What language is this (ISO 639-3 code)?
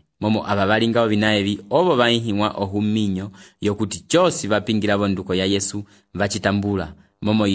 umb